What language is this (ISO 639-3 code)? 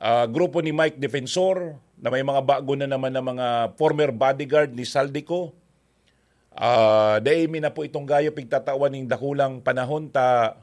bik